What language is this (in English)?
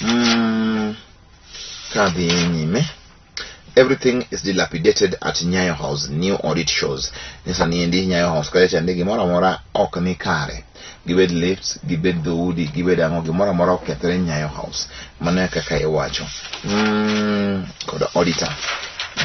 Luo (Kenya and Tanzania)